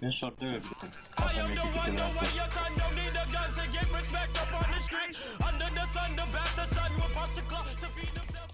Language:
Yakut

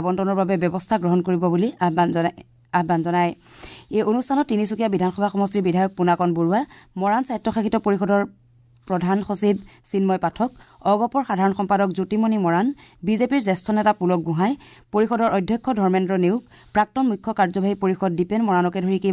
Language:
Assamese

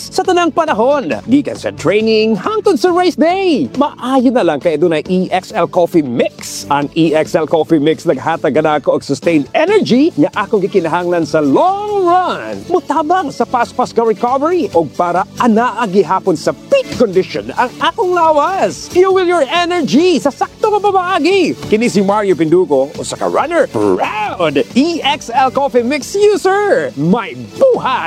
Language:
Cebuano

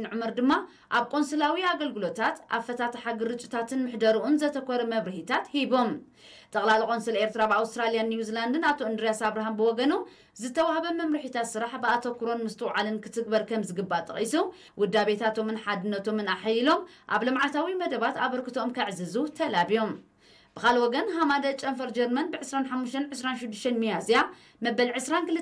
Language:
Tigrinya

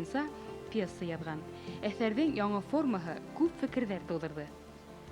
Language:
Bashkir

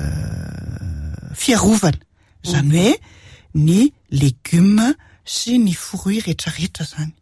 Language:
Malagasy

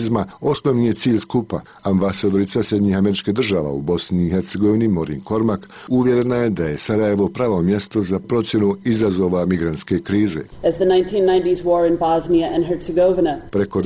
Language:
Bosnian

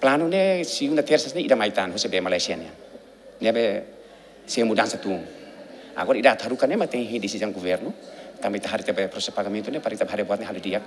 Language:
Tetum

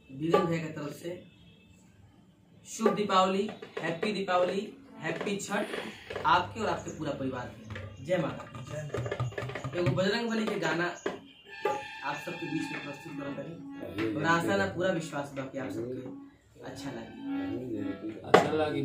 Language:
Bhojpuri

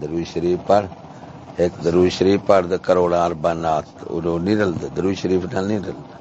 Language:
Saraiki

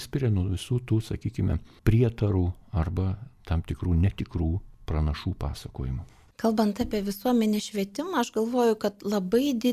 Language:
Lithuanian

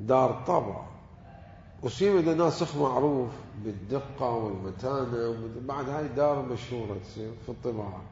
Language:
Mesopotamian Arabic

